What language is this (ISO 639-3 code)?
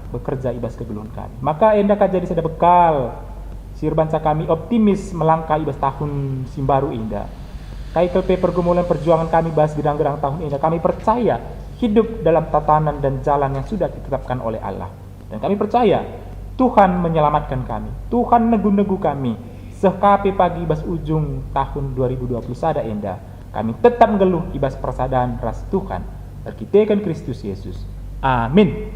btx